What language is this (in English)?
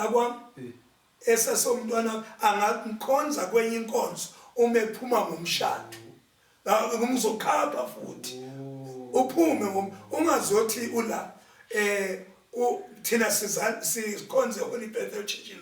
Zulu